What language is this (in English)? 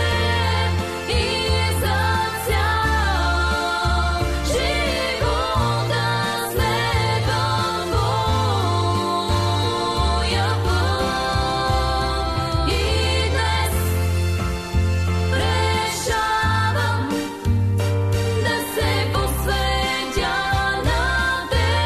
Bulgarian